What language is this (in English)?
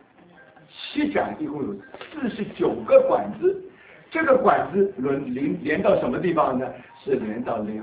Chinese